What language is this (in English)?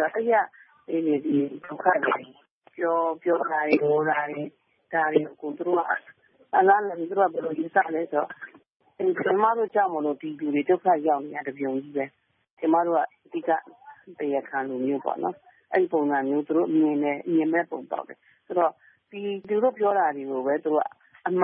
Burmese